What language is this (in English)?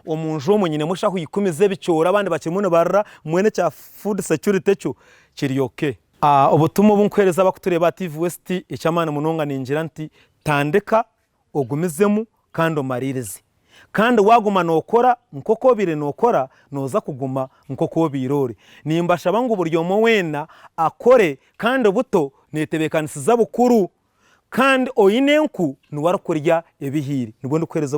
Nyankole